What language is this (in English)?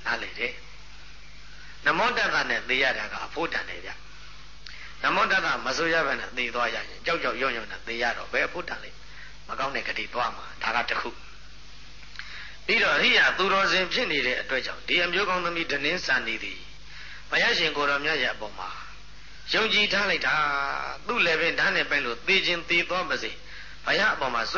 Burmese